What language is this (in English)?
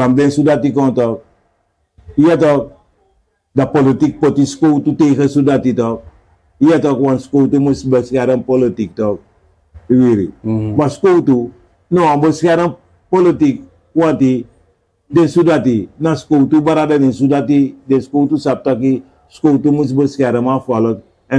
Sranan Tongo